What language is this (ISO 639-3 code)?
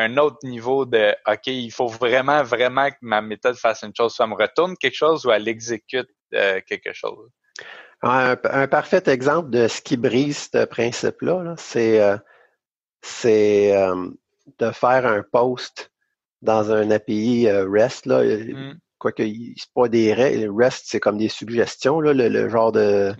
fra